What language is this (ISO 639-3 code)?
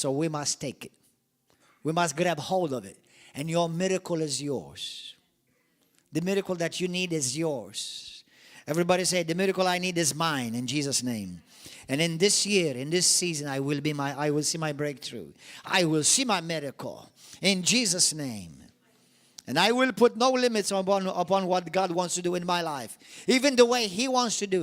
eng